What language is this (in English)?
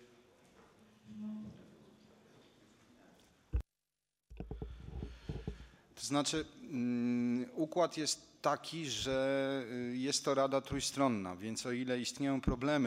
Polish